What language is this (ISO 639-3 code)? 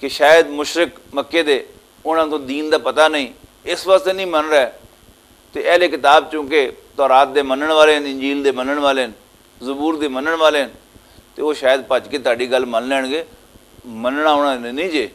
lah